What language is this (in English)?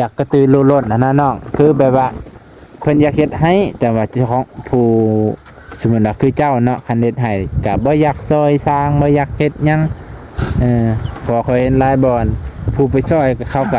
Lao